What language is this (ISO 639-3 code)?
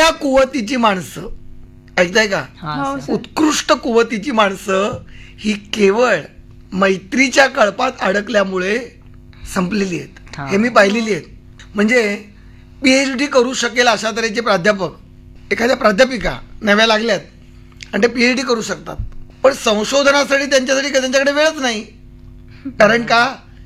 mar